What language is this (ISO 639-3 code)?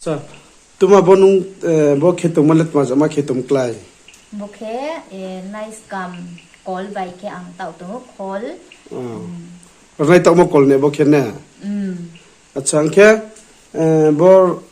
ria